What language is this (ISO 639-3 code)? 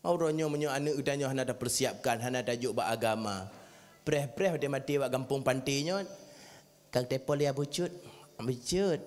ace